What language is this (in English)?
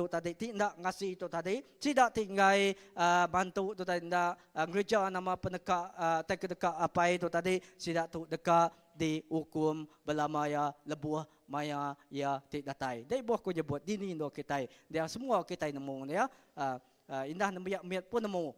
Iban